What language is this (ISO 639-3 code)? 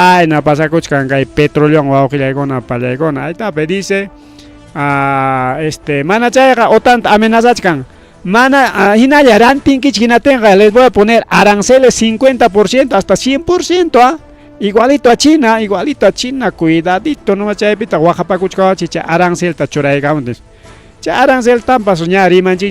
quy